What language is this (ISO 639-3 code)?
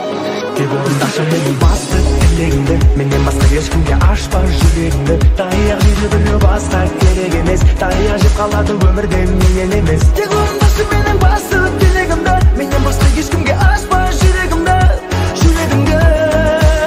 kaz